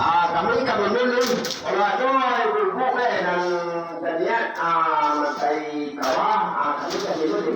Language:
Minangkabau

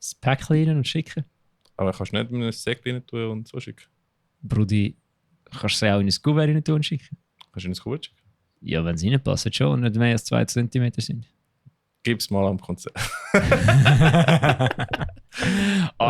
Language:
Swiss German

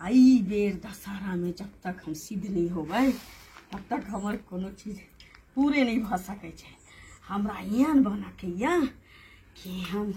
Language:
Maithili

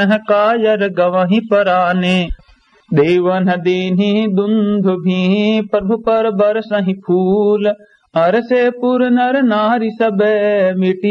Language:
Awadhi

